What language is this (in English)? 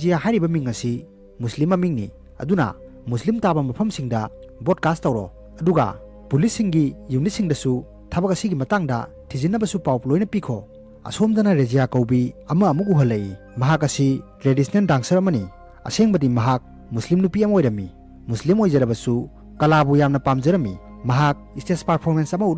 Manipuri